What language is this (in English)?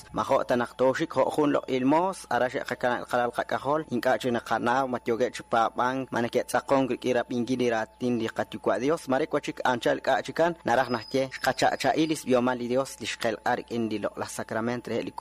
Kekchí